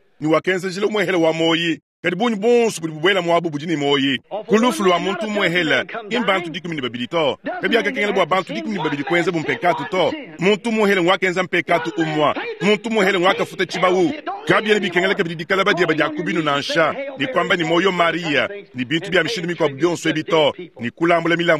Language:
Luba-Lulua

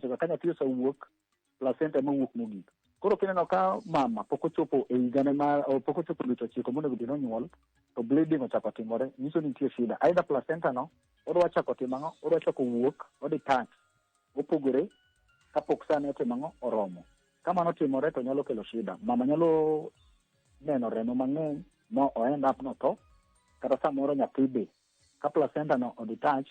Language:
Luo (Kenya and Tanzania)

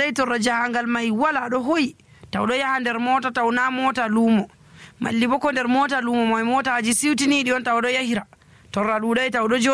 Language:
Nigerian Fulfulde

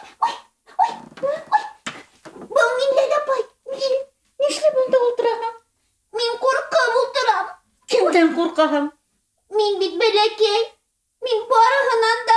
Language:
Bashkir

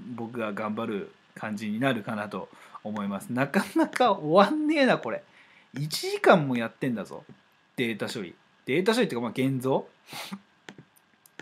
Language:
Japanese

